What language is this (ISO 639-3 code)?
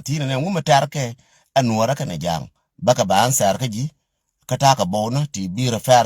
nus